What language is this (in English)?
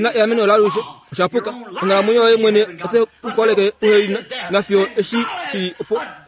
Kuanyama